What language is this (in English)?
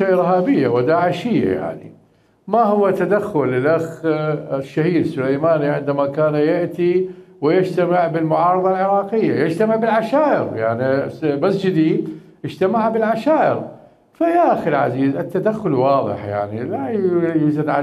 Mesopotamian Arabic